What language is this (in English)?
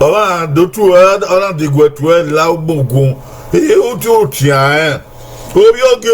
Bini